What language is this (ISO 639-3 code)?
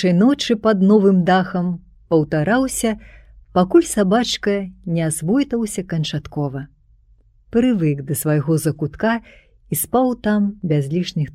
bel